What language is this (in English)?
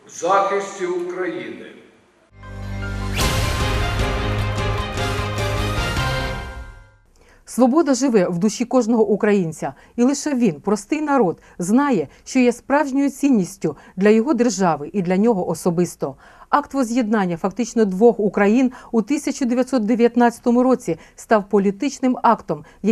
Ukrainian